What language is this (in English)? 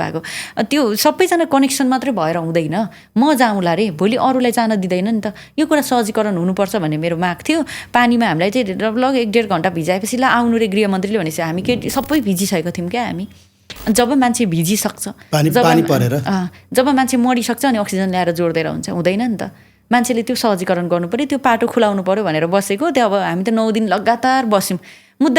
Nepali